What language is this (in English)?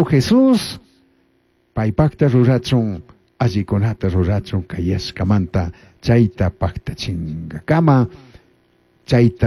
Chimborazo Highland Quichua